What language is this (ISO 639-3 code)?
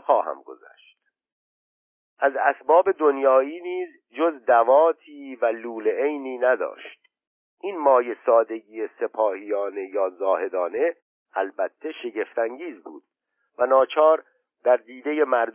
fas